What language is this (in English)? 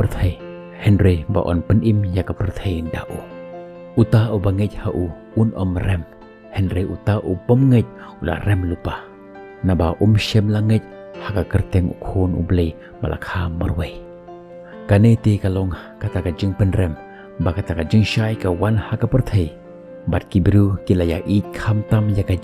Khasi